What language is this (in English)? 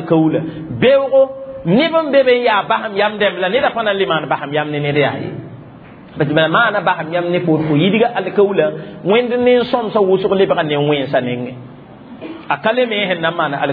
Mossi